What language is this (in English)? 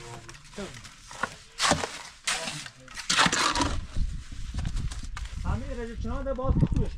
Persian